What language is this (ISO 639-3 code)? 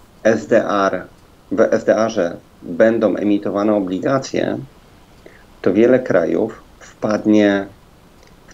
pol